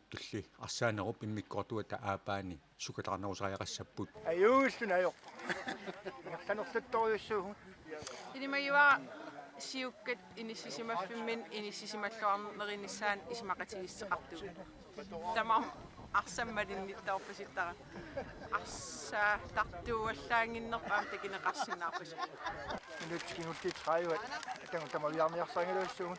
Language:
Kalaallisut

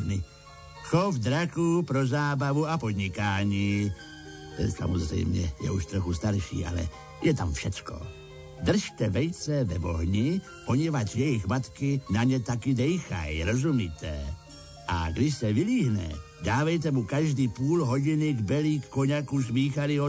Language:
Czech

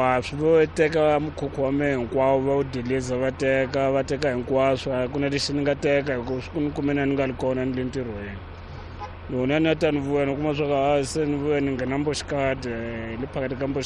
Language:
Tsonga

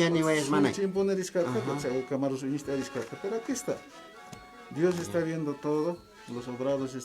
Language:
Aymara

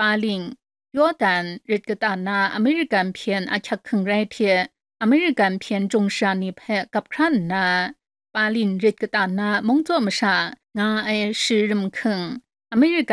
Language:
Kachin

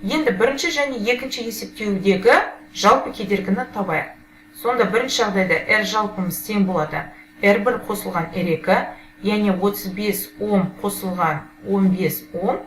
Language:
Kazakh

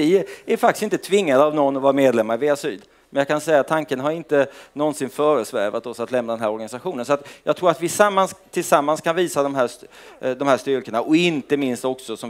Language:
Swedish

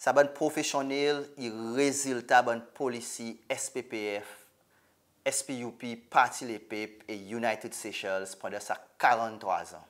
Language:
Seselwa Creole French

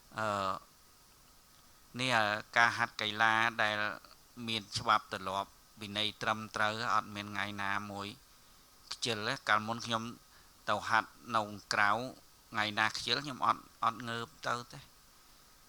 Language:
Khmer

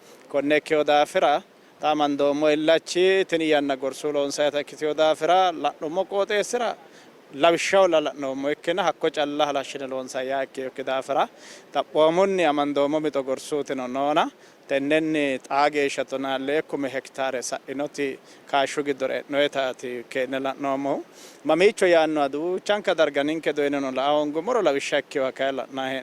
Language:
Sidamo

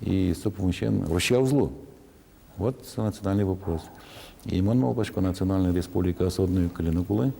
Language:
Udmurt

